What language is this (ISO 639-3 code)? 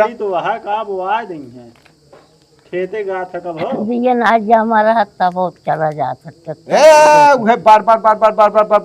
awa